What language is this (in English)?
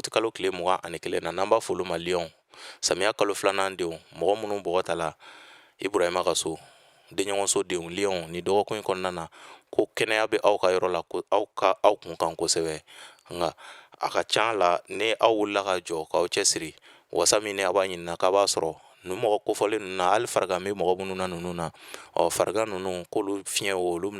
Bambara